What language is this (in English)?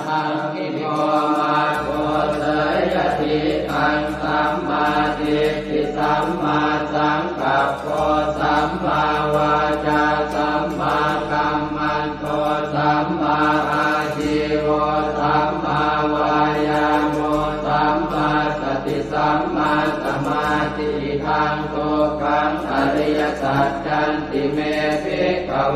Pali